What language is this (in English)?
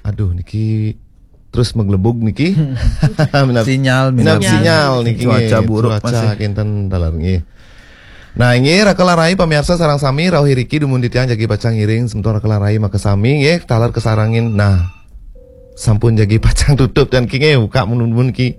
Balinese